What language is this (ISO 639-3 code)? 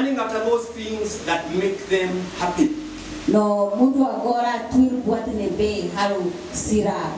tet